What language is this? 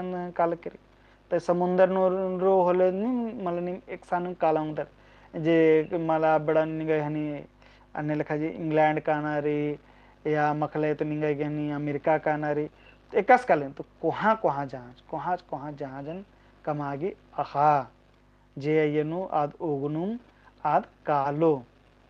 Kurukh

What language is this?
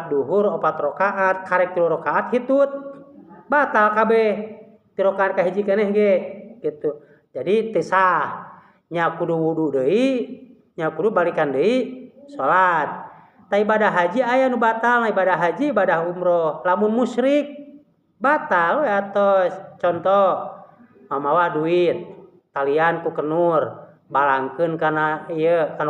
Sundanese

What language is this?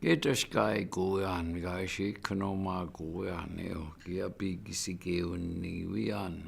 Chippewa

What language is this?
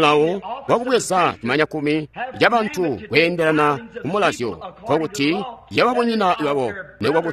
Tonga (Zambia)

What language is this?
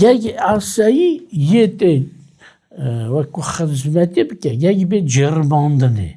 Kurdish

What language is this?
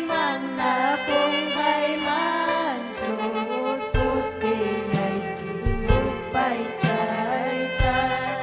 Ayacucho Quechua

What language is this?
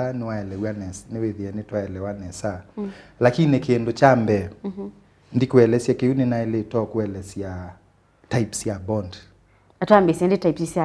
Kamba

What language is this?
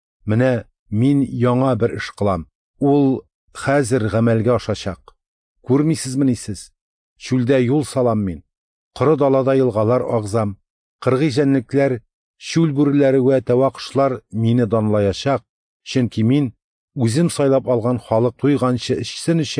Tatar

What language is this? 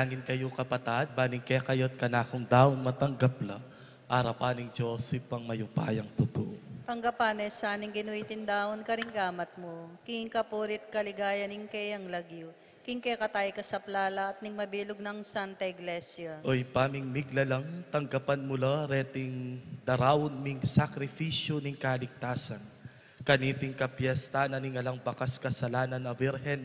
Pampanga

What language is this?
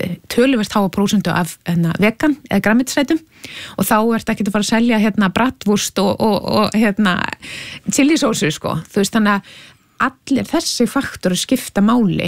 Icelandic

